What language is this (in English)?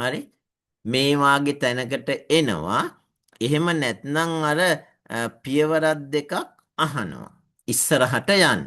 Sinhala